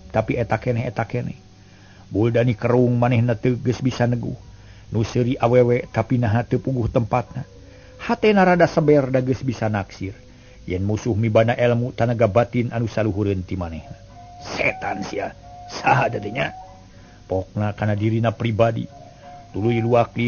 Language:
Sundanese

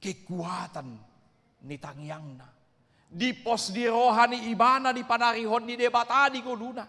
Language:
Batak Toba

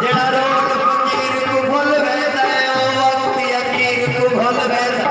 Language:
Saraiki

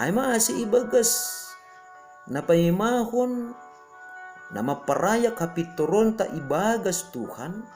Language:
Batak Simalungun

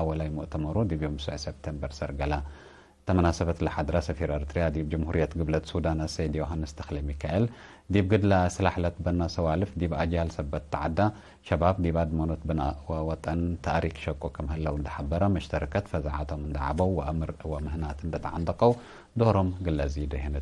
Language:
Tigre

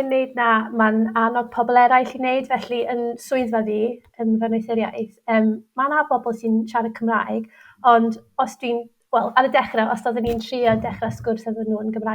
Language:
Welsh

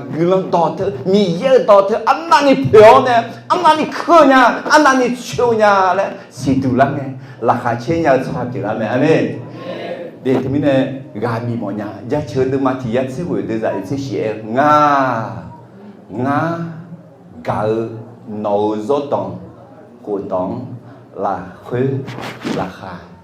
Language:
Akha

